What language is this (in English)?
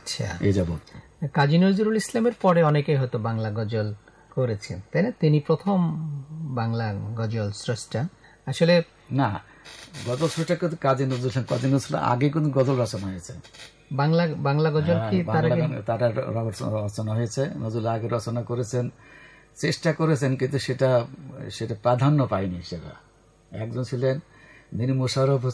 Bangla